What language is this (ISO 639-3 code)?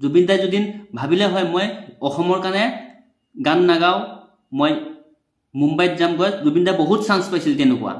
asm